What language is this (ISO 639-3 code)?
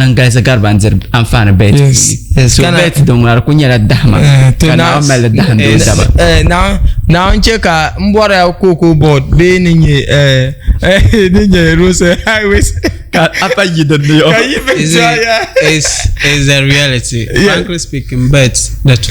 dag